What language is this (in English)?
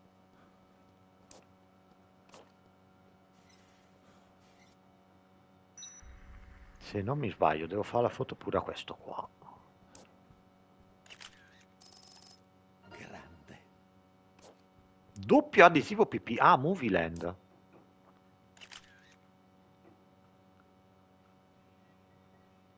Italian